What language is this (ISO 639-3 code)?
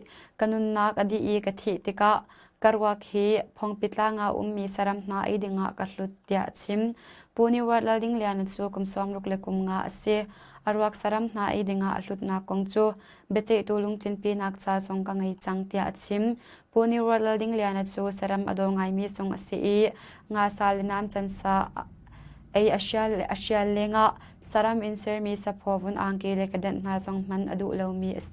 cnh